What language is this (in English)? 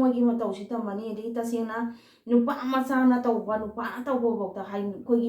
Manipuri